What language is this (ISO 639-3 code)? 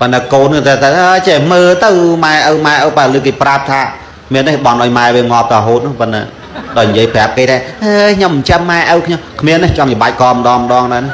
khm